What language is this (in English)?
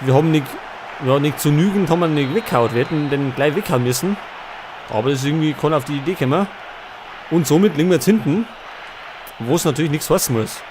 Bavarian